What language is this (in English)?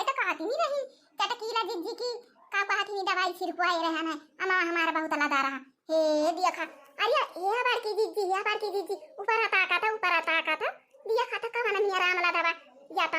Awadhi